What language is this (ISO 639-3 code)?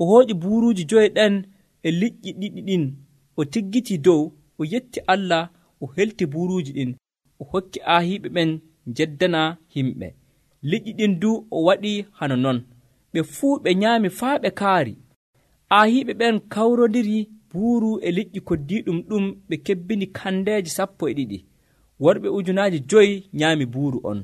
fuv